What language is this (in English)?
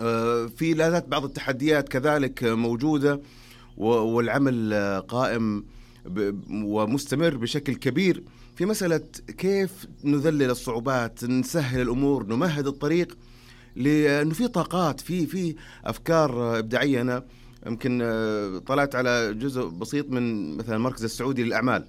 Najdi Arabic